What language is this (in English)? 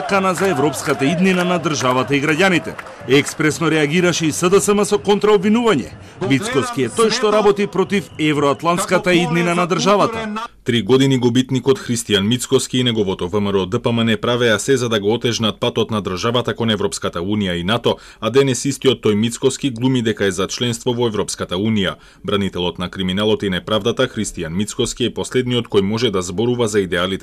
Macedonian